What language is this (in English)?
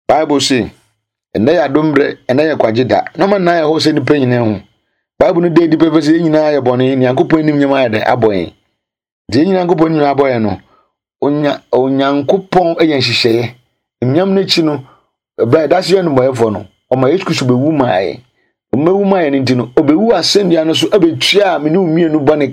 Akan